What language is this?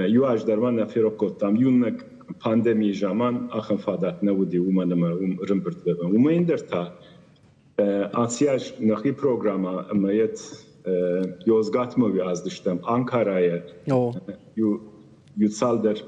Ossetic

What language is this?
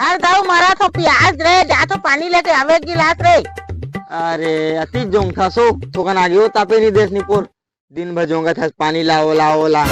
Chhattisgarhi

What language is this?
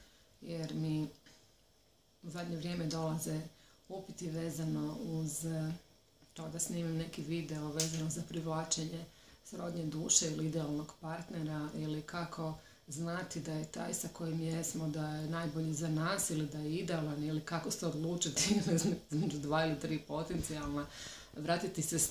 Croatian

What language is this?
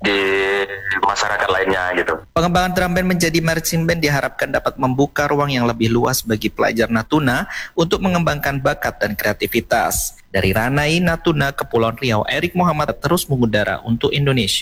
Indonesian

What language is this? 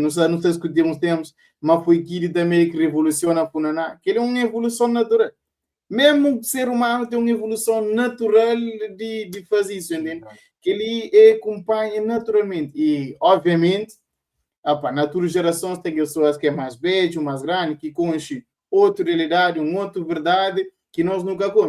Kabuverdianu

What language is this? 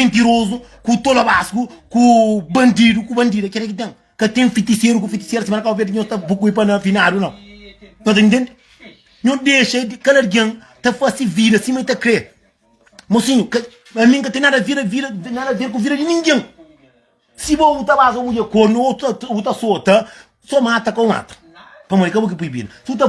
Kabuverdianu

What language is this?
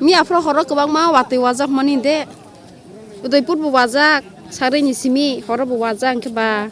Kok Borok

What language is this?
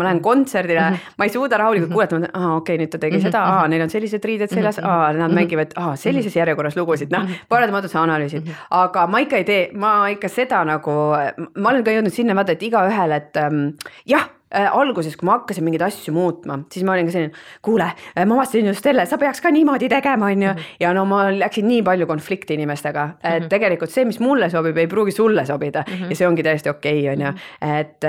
Estonian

